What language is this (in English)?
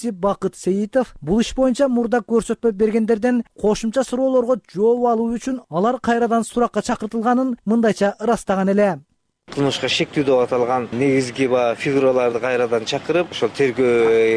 Kyrgyz